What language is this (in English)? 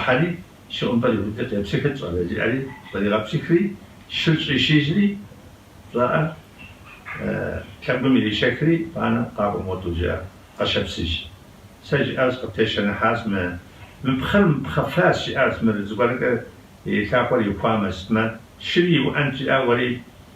Kabardian